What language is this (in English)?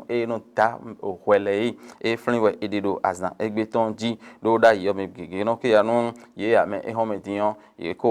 Fon